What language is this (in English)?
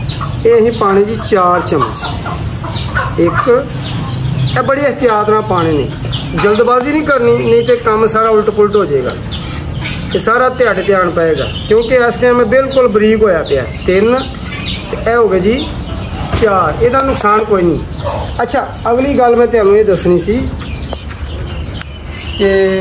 Punjabi